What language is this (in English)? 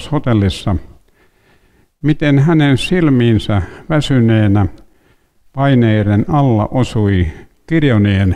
Finnish